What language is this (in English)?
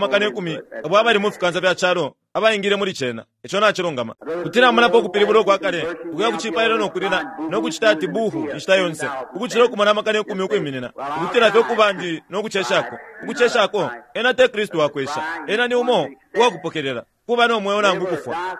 Bemba